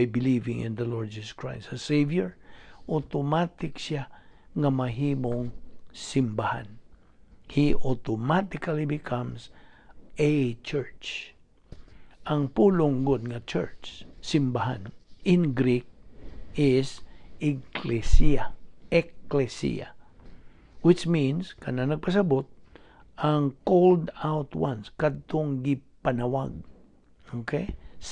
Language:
Cebuano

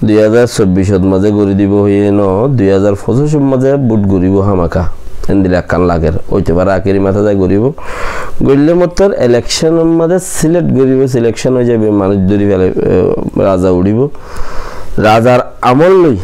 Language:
Rohingya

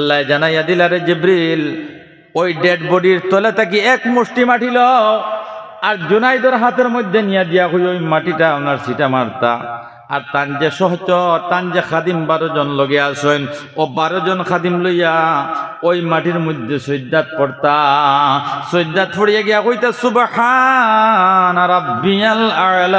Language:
Sylheti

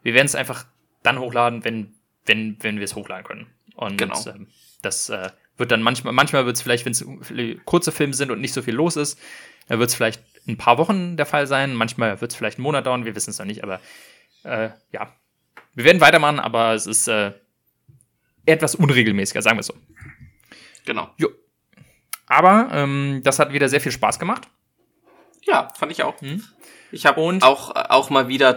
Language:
German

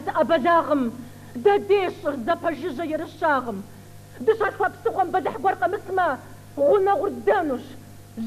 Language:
Kabardian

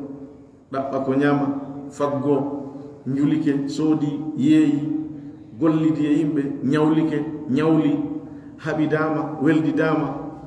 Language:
Pular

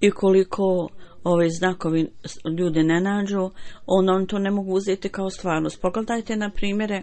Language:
Bosnian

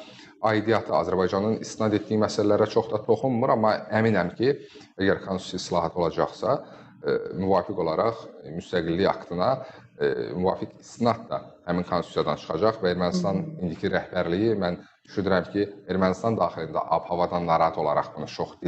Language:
Azerbaijani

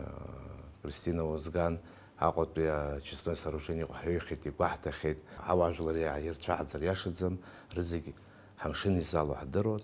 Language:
Abkhazian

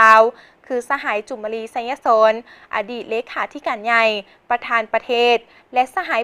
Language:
Lao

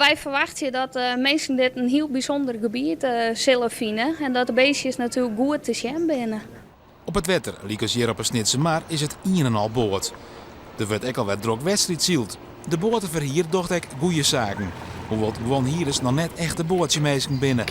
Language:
Western Frisian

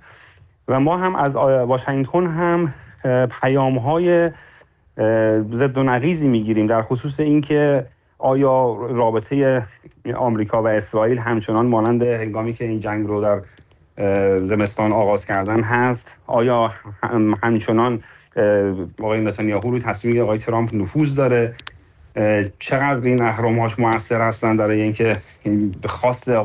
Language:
Persian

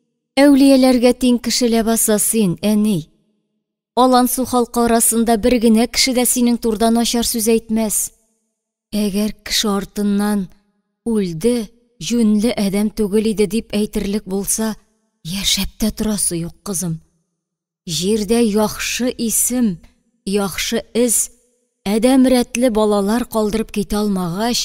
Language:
Tatar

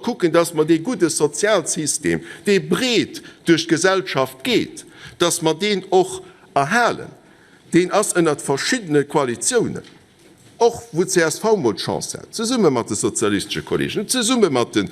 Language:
Luxembourgish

